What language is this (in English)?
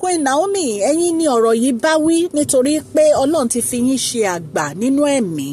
Yoruba